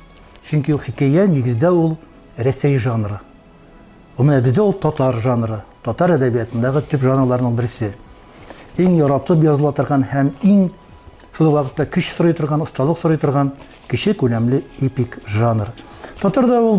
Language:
Tatar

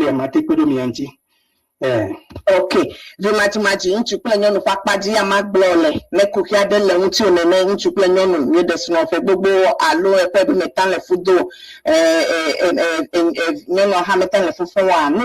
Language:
Ewe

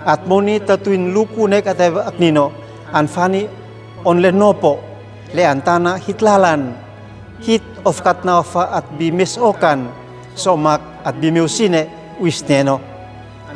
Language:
Uab Meto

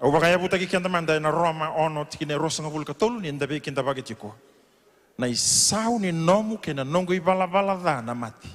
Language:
Fijian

